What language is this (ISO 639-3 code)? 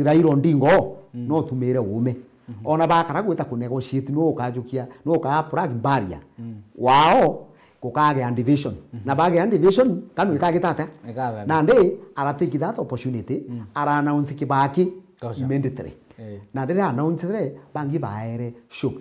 mer